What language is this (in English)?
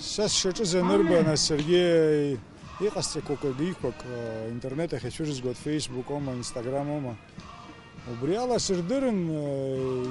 Abkhazian